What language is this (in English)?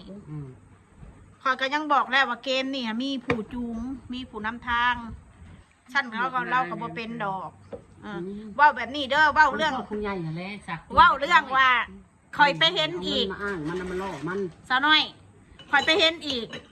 Northeastern Thai